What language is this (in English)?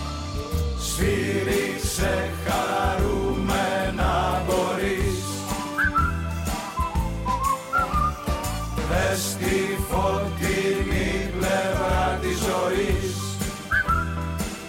Greek